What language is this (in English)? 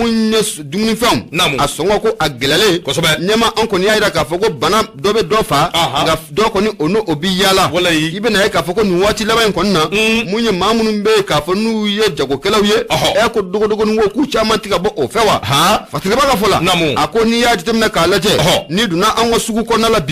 Bambara